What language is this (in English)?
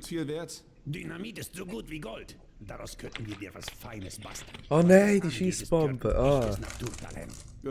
Swiss German